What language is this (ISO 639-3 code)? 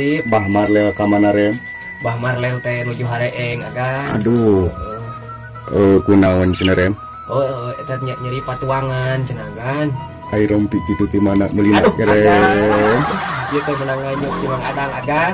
sun